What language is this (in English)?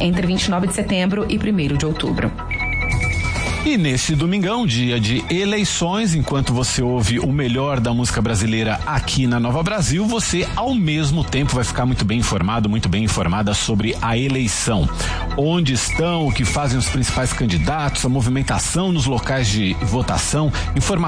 Portuguese